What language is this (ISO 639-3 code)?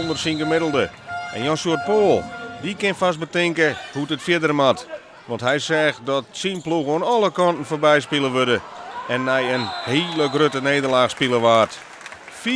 fry